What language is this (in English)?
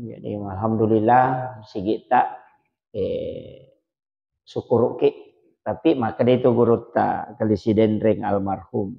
Buginese